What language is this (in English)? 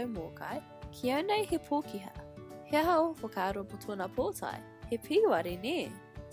Māori